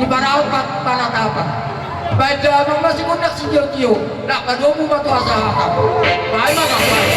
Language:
Batak Toba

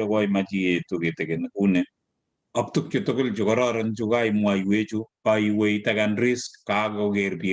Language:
Kalenjin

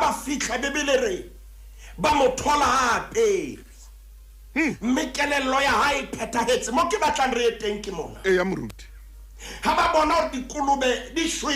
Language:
Southern Sotho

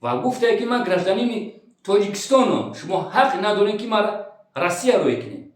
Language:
Tajik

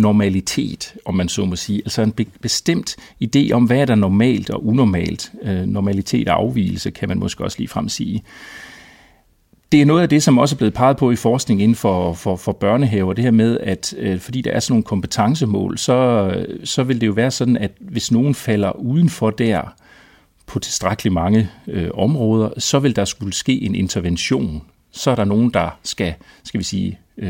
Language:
Danish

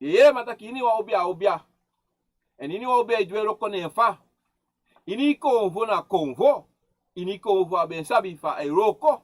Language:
Sranan Tongo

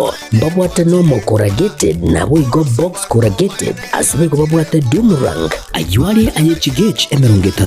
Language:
Gusii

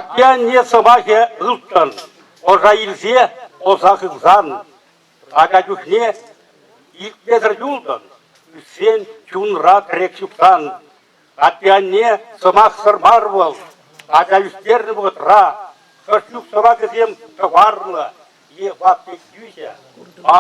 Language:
Chuvash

